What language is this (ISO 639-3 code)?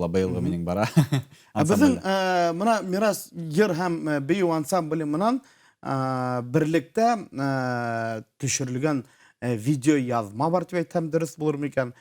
bak